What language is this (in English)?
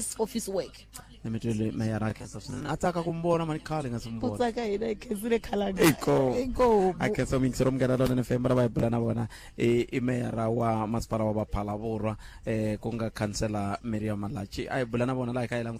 Tsonga